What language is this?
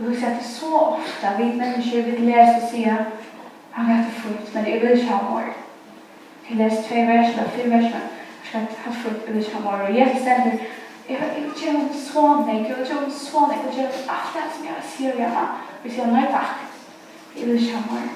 Faroese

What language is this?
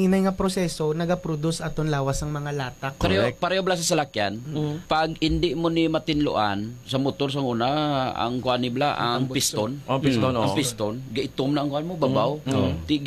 Hiligaynon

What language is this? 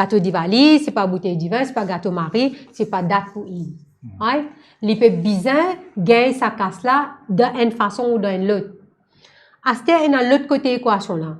Morisyen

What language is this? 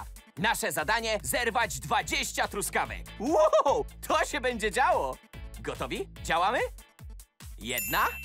Polish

